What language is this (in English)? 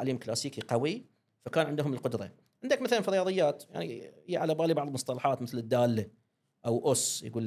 Gulf Arabic